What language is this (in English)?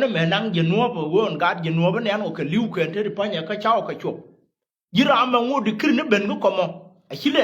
Nuer